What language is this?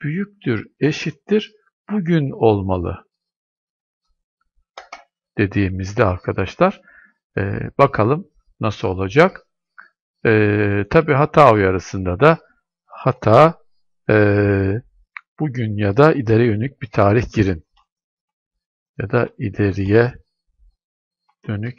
Turkish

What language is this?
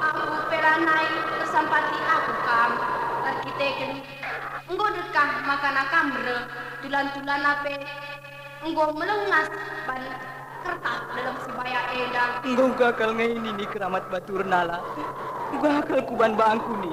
Batak Karo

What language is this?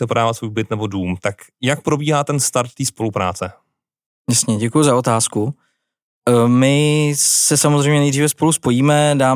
Czech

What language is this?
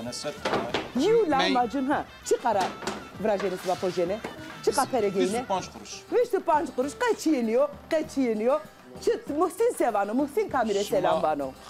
Zaza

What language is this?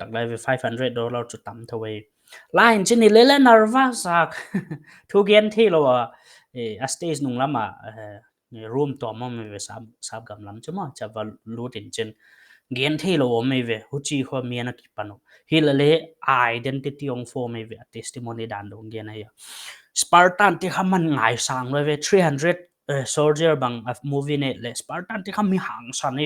Paite Chin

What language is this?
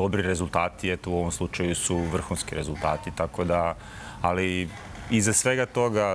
Serbian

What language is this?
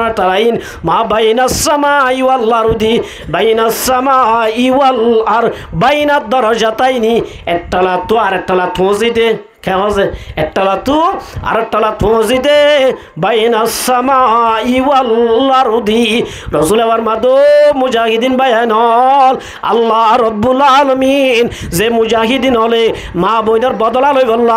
Rohingya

